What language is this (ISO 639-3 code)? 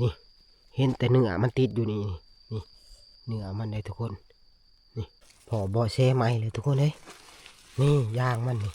tts